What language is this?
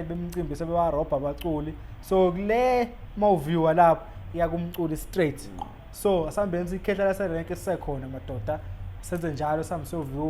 Zulu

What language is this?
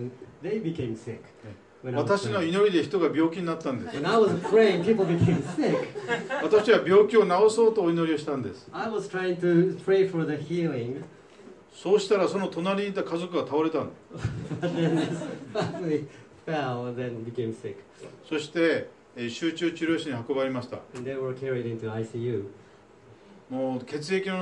Japanese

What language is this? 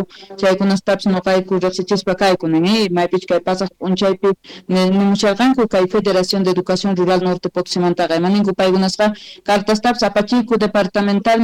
Quechua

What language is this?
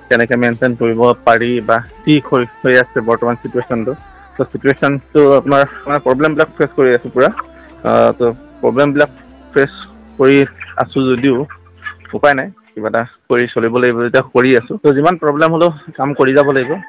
Assamese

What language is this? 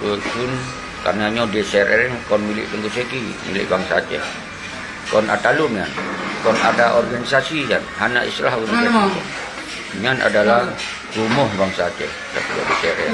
Achinese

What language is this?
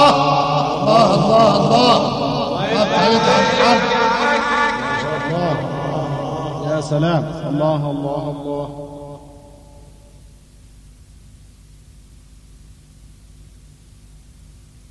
Arabic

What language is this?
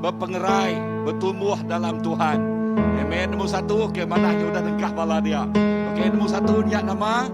Iban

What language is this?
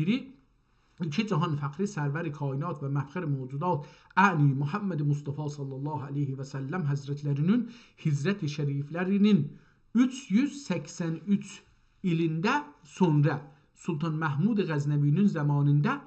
South Azerbaijani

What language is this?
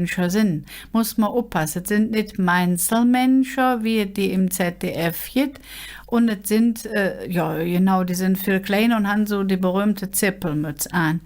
Colognian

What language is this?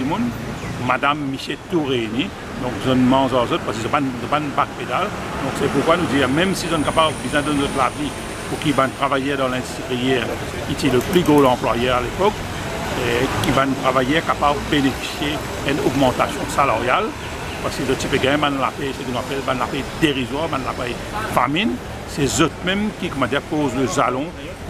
Morisyen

